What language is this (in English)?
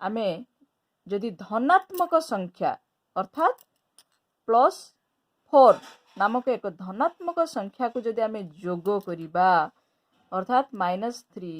Odia